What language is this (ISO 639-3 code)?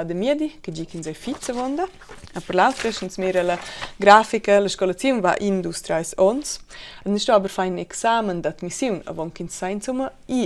roh